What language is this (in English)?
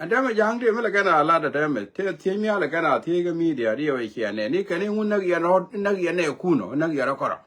Nuer